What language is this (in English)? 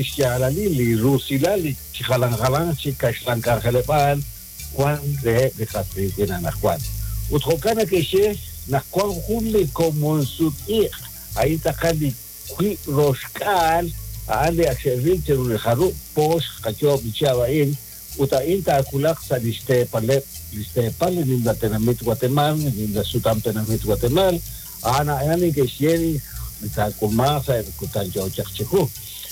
Kekchí